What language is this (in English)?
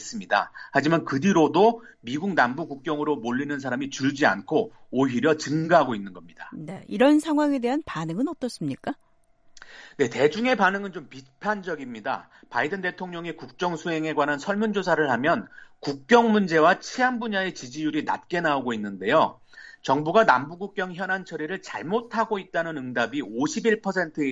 Korean